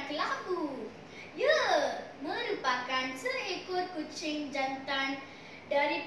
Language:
Malay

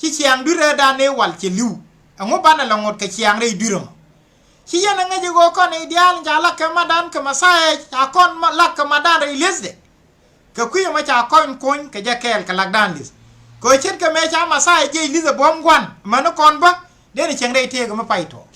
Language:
Nuer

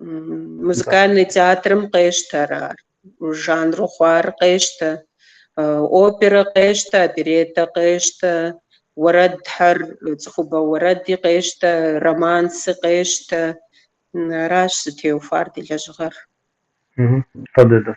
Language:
Kabardian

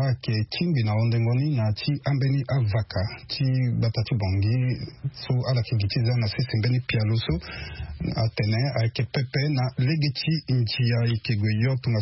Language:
Sango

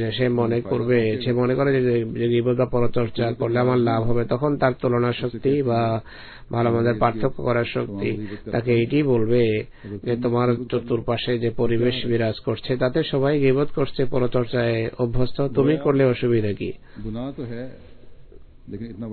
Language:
Bangla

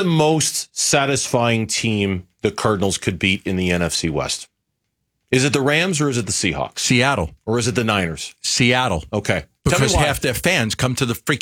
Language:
English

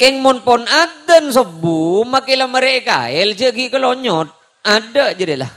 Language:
Madurese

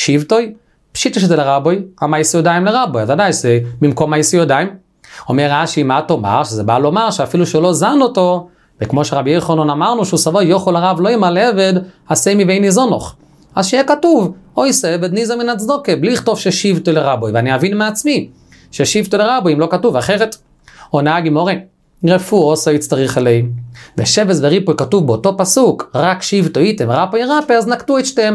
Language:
Hebrew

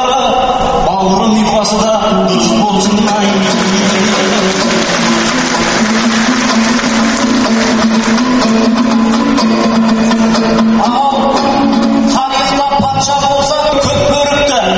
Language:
Kazakh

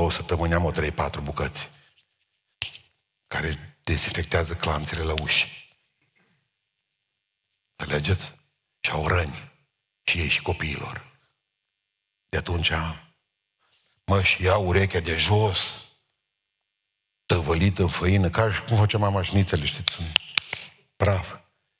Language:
Romanian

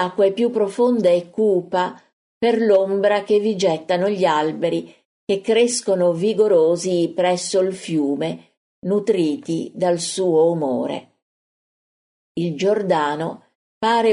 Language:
Italian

